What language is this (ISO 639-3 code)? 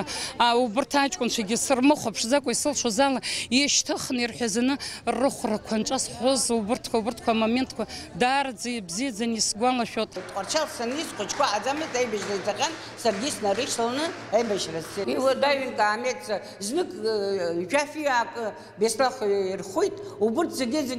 abk